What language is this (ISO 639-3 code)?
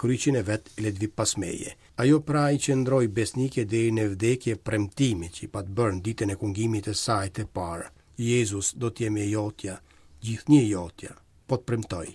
sqi